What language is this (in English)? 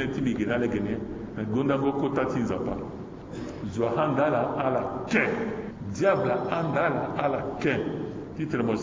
Sango